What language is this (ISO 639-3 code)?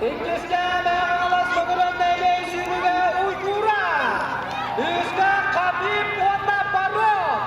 sah